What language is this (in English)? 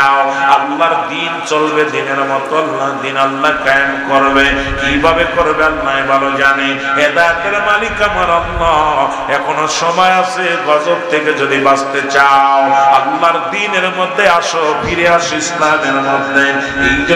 Bangla